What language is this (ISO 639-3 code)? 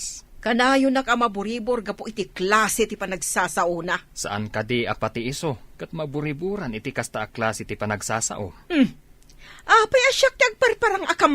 ilo